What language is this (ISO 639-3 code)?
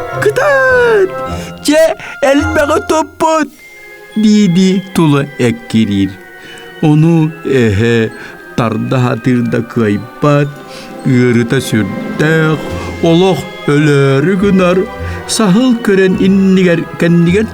sah